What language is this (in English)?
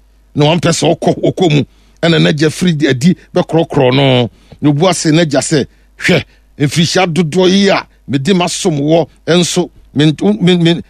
Akan